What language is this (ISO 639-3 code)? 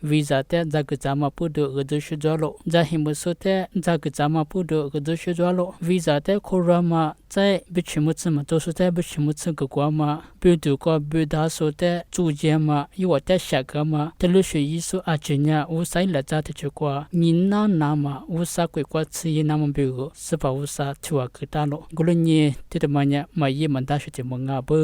lis